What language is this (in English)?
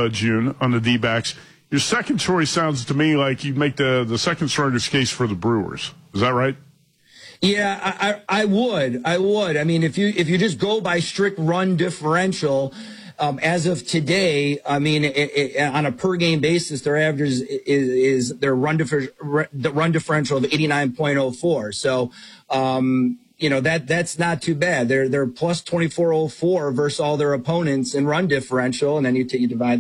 English